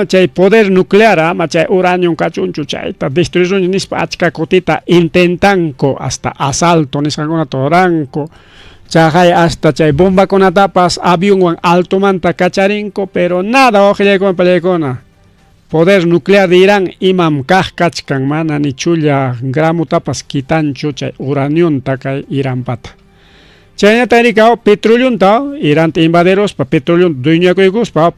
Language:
Ayacucho Quechua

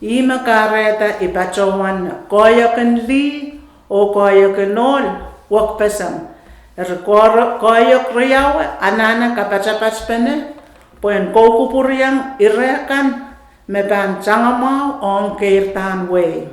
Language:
Pohnpeian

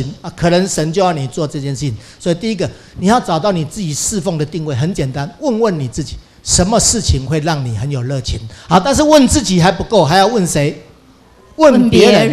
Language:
Chinese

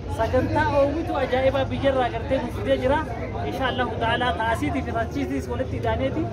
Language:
Oromo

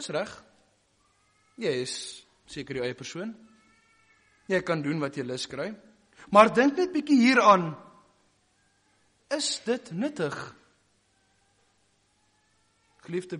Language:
Afrikaans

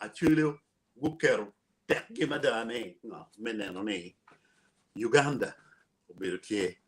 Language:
Acoli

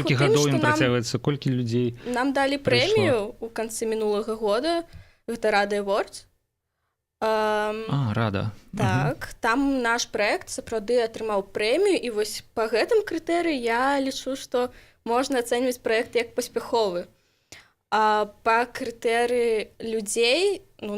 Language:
Belarusian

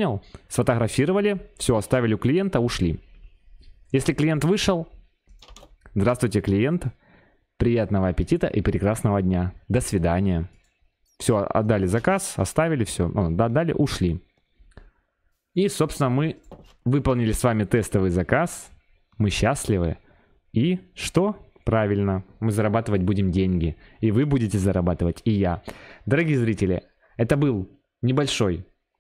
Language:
Russian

